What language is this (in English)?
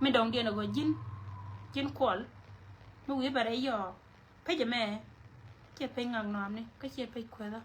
Nuer